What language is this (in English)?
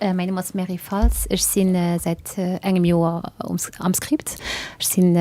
Luxembourgish